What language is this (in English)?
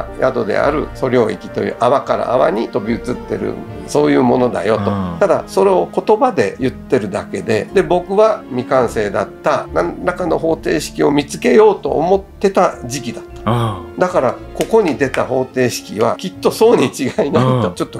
Japanese